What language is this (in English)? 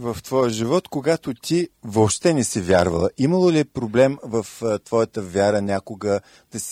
Bulgarian